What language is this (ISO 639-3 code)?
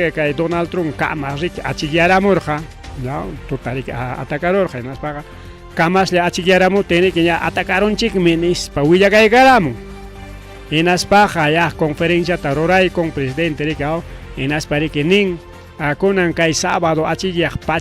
quy